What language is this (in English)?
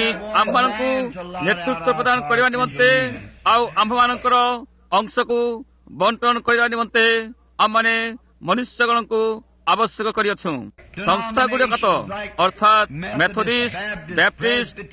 Odia